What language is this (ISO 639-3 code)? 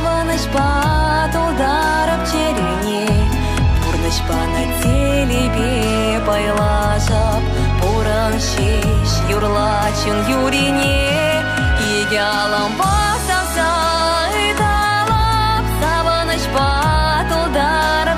chv